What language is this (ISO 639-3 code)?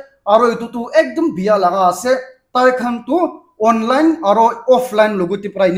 nag